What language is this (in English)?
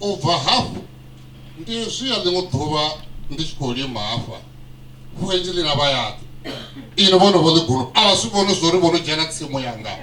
Venda